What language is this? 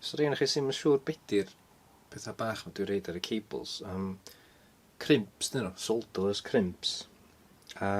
Welsh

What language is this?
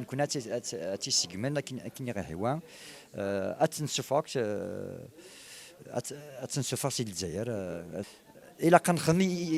Kabyle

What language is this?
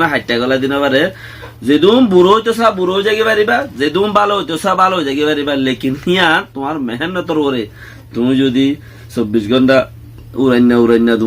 Rohingya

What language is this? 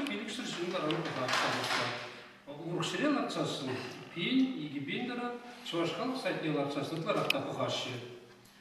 Chuvash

